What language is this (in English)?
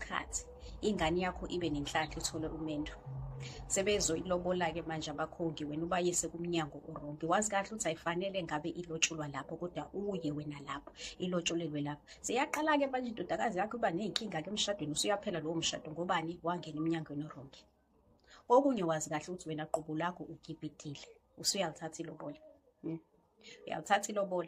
Zulu